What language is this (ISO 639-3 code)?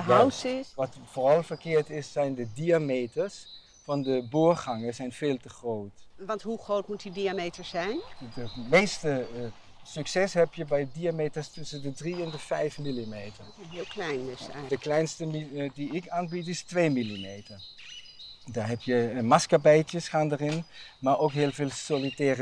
nld